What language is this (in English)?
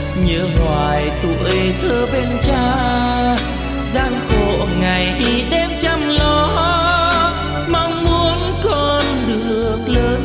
Vietnamese